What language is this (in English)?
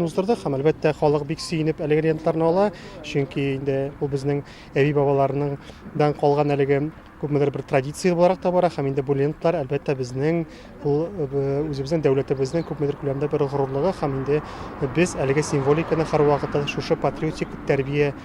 Tatar